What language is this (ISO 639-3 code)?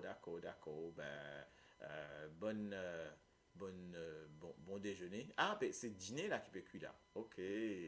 mfe